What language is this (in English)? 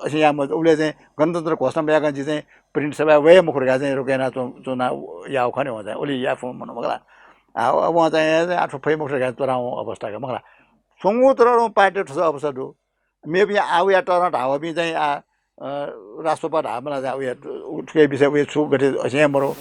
Newari